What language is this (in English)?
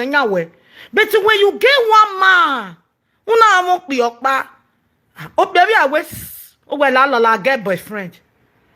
Nigerian Pidgin